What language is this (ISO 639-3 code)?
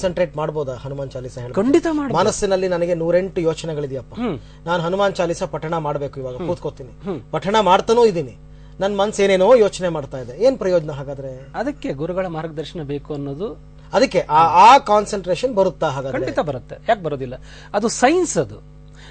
kan